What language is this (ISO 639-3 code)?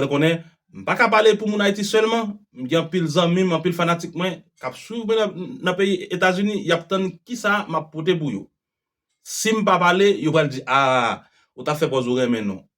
hat